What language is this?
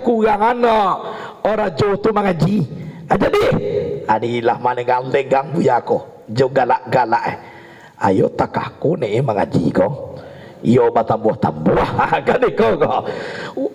Minangkabau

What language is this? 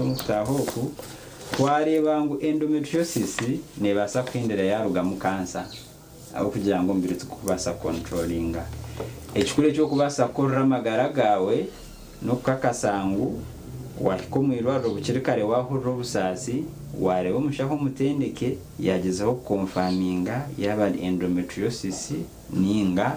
Nyankole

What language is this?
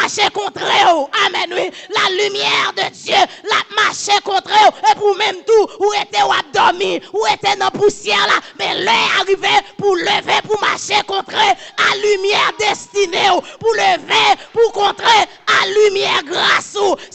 Haitian Creole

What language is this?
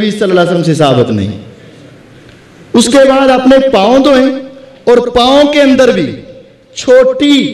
Urdu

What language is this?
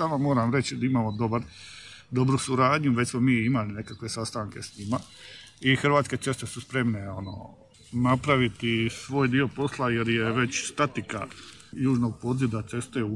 Croatian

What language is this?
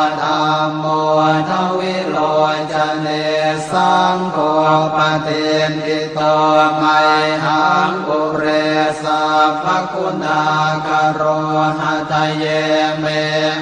Pali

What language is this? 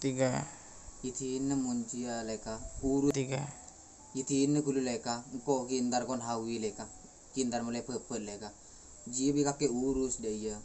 Madurese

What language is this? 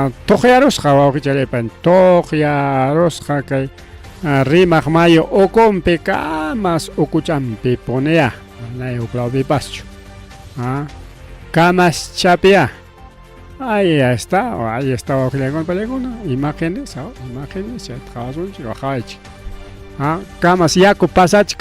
Ayacucho Quechua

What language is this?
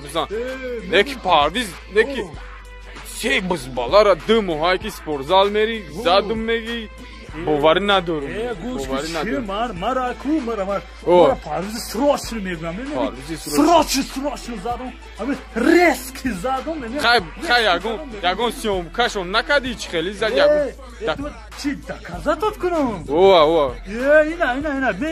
Tajik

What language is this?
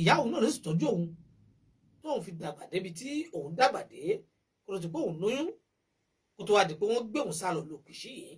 Yoruba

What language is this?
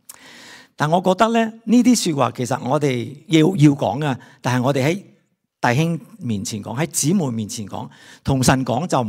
Cantonese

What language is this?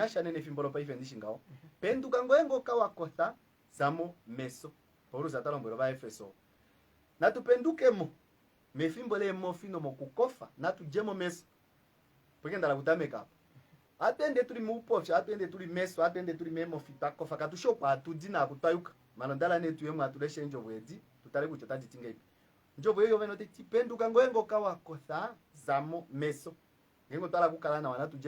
Kuanyama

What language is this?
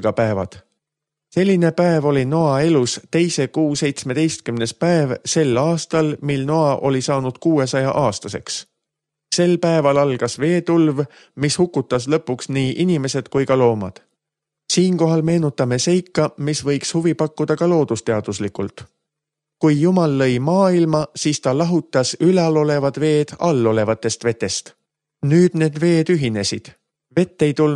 Estonian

